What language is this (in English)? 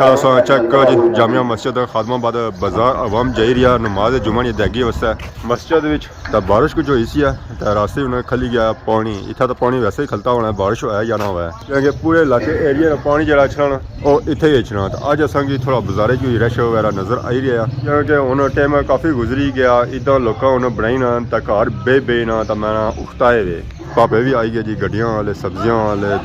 Pahari-Potwari